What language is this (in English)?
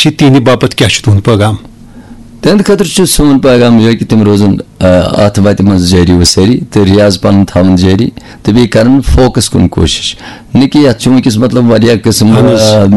Kashmiri